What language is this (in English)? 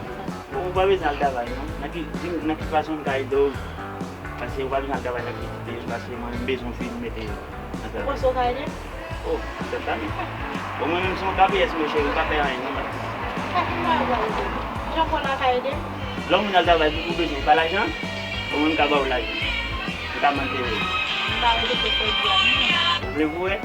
Haitian Creole